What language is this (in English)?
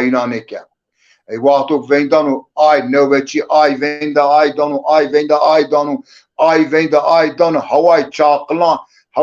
Zaza